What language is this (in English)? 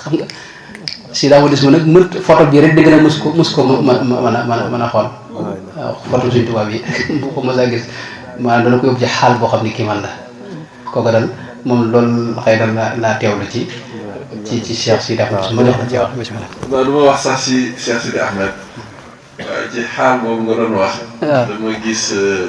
Wolof